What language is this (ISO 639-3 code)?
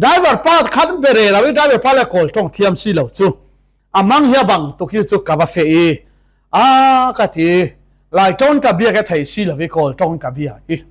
cfm